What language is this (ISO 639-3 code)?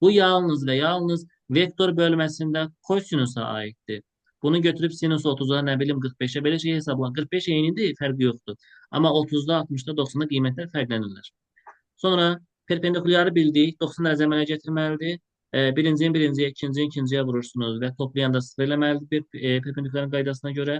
aze